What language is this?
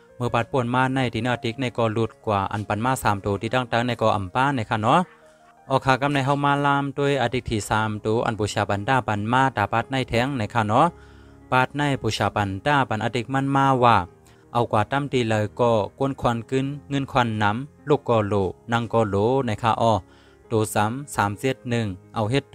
Shan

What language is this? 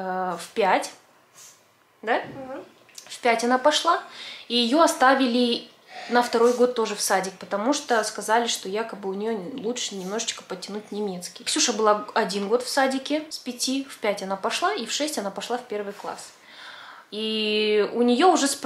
Russian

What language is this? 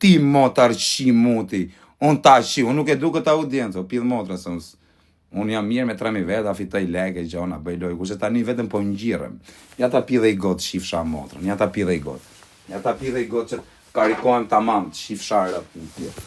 Albanian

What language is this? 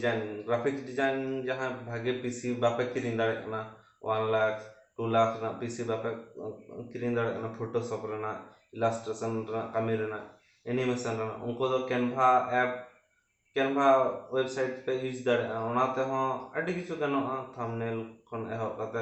Santali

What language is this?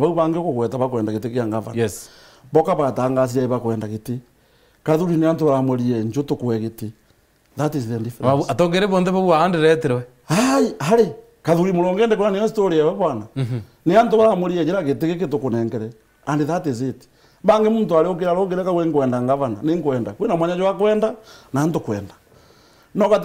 Meru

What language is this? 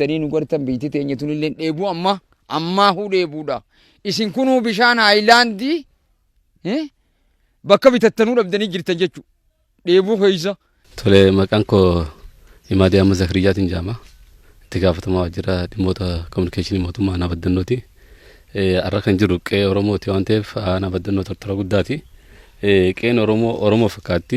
Oromo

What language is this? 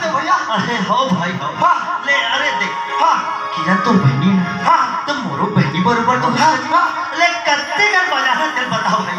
Chhattisgarhi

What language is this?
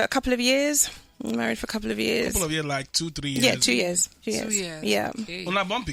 Nigerian Pidgin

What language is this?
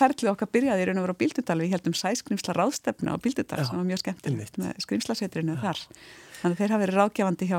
Icelandic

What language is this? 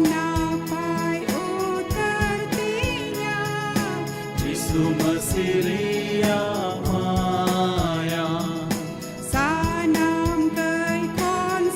Santali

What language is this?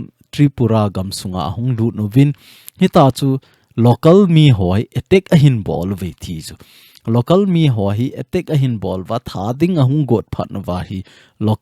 Thado Chin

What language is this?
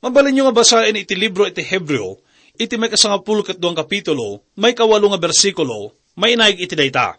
Iloko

